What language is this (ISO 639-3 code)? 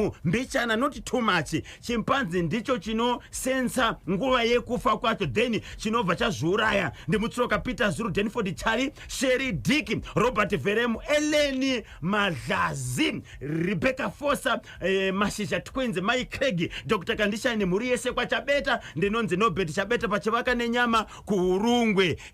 sna